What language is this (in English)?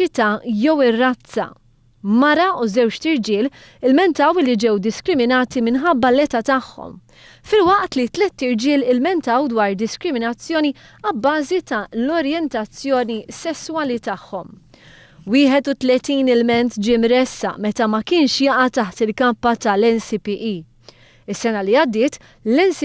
Maltese